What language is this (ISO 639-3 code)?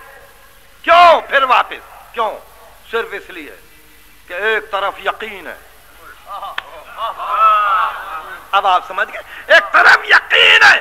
urd